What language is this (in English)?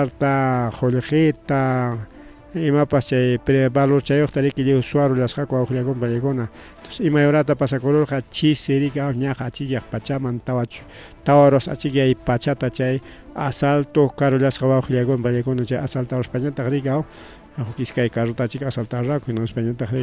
Ayacucho Quechua